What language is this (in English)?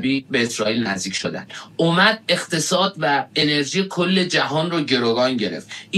Persian